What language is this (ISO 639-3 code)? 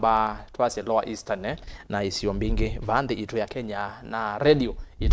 kam